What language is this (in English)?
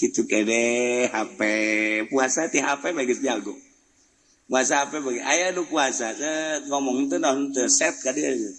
Sundanese